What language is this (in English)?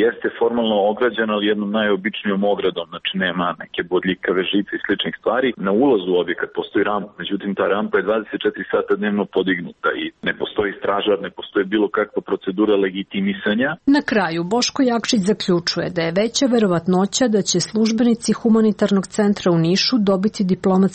Serbian